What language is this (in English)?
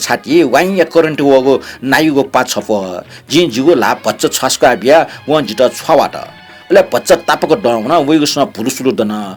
Newari